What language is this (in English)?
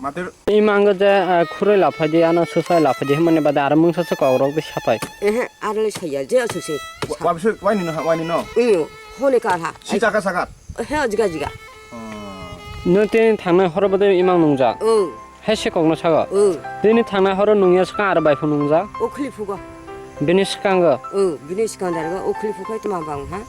Kok Borok